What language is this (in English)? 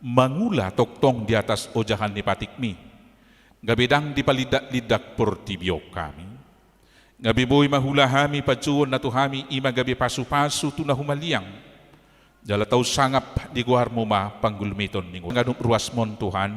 Batak Toba